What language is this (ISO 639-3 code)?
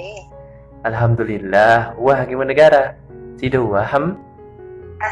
sas